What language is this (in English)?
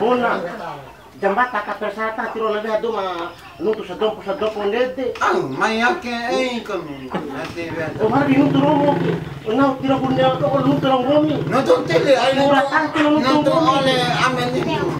Bima